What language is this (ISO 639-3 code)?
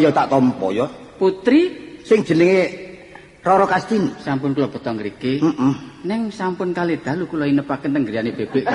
jav